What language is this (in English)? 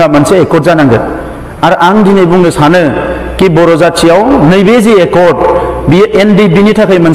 Bodo